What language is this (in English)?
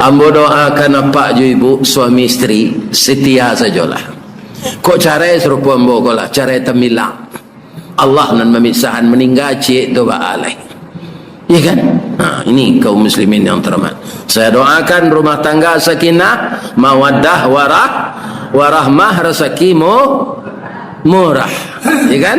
Minangkabau